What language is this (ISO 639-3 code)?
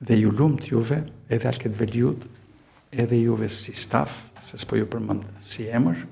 sqi